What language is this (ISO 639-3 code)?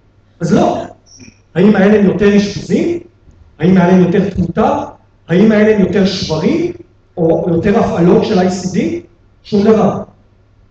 heb